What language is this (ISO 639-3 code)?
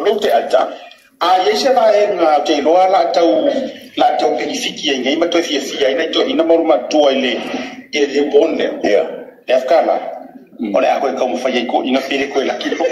smo